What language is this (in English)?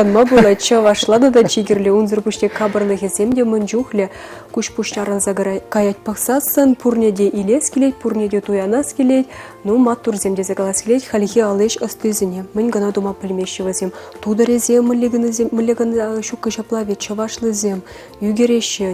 Chuvash